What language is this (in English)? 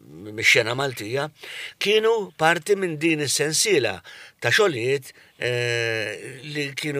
Maltese